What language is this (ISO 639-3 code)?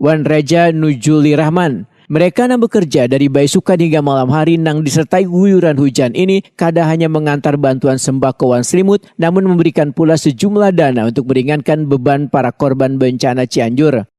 bjn